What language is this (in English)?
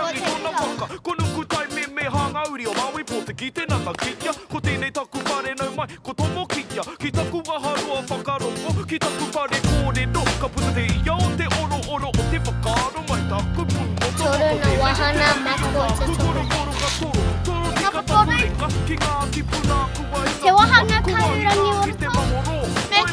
Māori